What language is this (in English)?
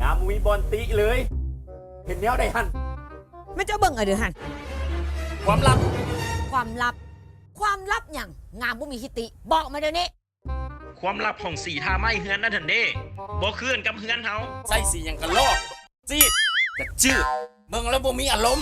Lao